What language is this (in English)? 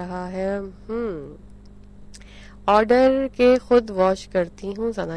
Urdu